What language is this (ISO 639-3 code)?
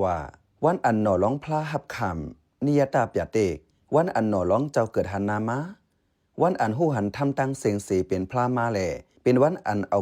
shn